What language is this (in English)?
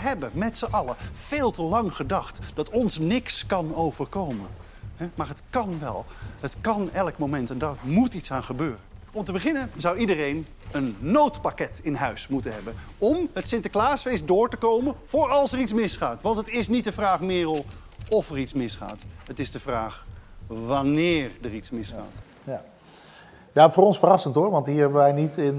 Dutch